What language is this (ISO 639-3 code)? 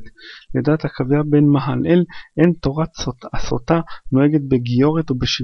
heb